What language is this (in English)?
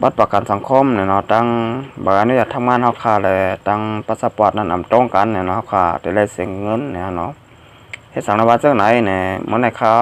Shan